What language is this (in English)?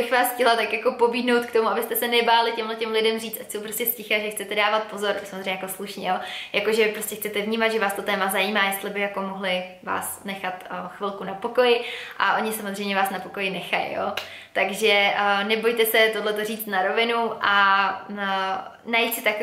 Czech